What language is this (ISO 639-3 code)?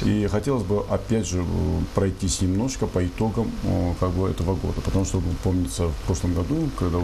rus